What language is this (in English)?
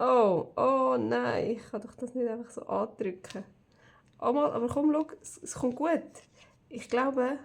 Swiss German